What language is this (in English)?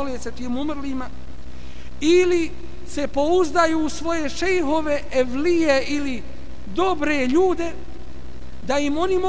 Bosnian